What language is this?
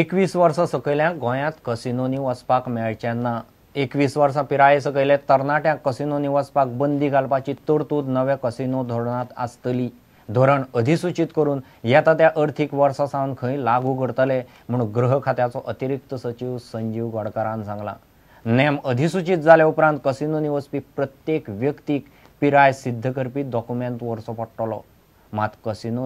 Konkani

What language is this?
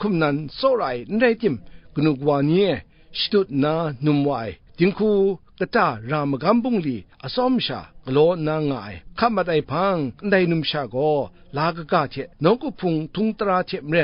Kachin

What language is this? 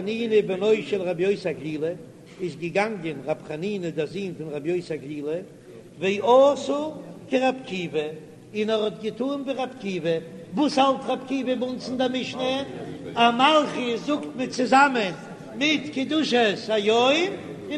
Yiddish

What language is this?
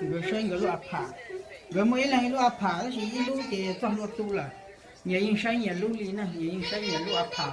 Hmong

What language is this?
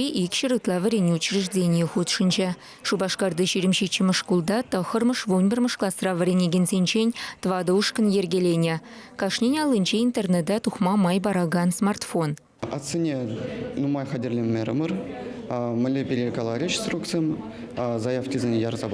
Chuvash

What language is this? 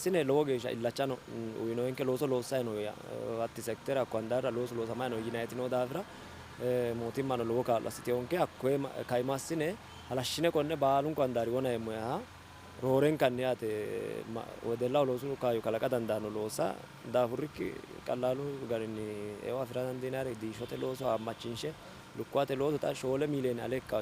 Sidamo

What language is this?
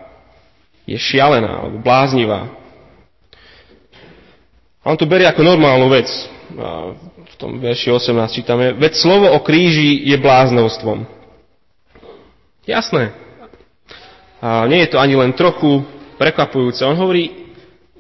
Slovak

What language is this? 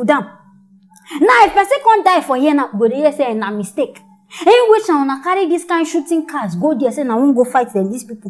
Nigerian Pidgin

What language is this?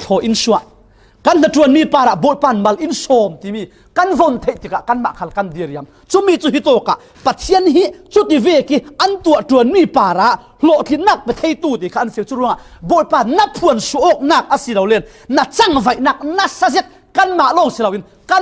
Falam Chin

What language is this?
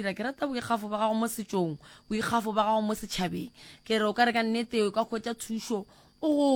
Northern Sotho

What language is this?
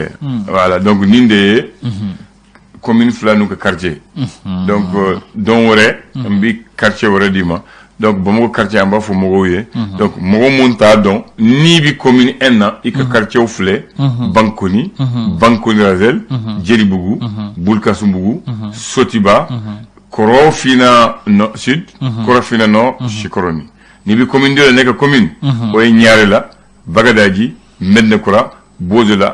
Bambara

